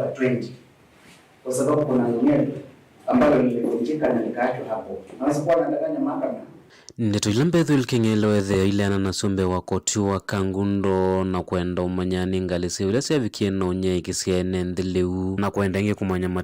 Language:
Kamba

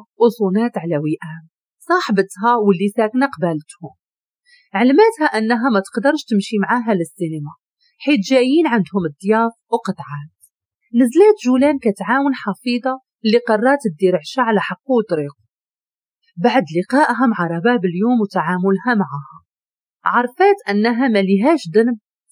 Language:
Moroccan Arabic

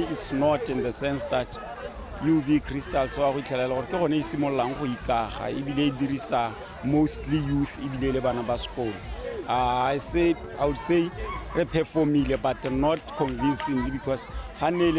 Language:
Tswana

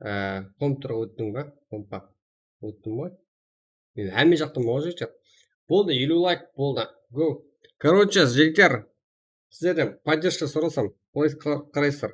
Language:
Kara-Kalpak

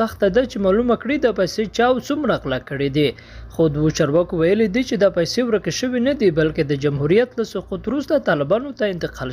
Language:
Pashto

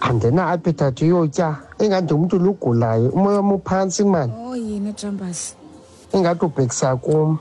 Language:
Xhosa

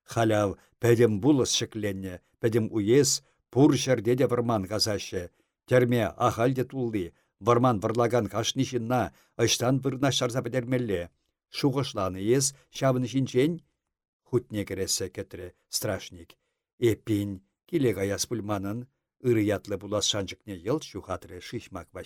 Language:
Chuvash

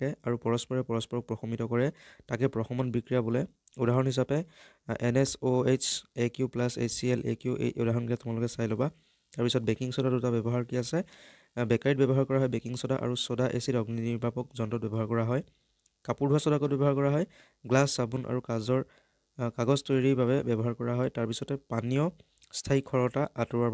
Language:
Assamese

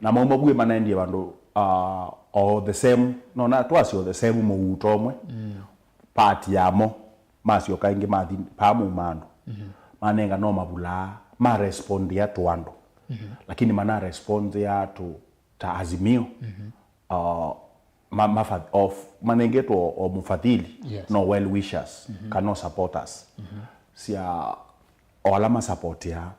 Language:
Kamba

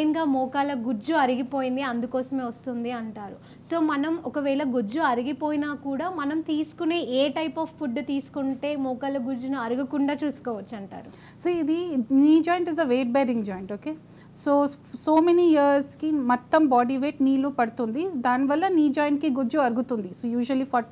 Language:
Telugu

